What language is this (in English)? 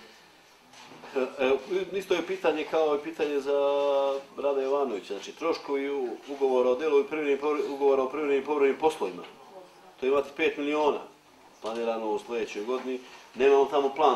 Serbian